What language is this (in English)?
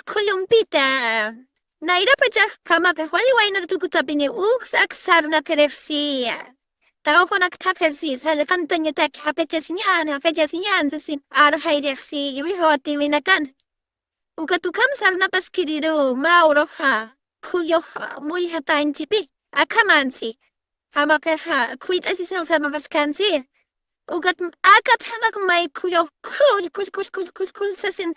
Aymara